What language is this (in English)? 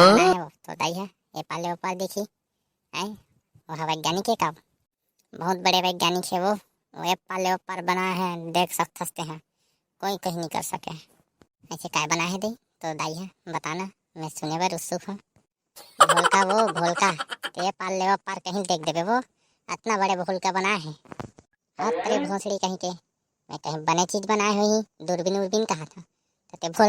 Chhattisgarhi